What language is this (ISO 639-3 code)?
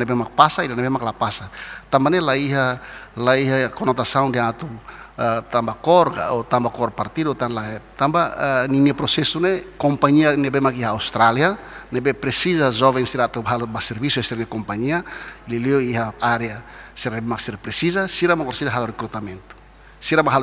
tet